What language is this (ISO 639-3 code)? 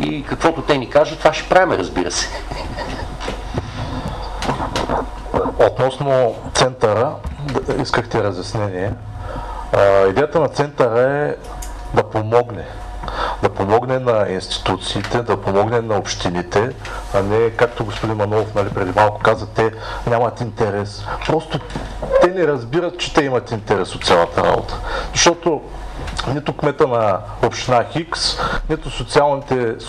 bul